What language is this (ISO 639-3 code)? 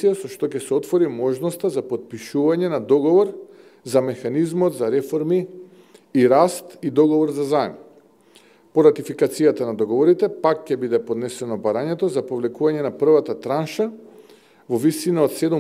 mkd